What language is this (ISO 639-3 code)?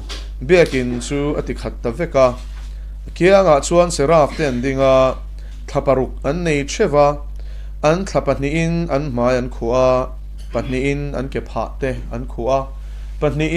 lus